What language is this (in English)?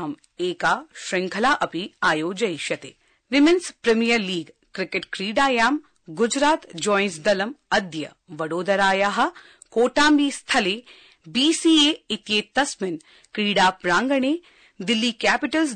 Sanskrit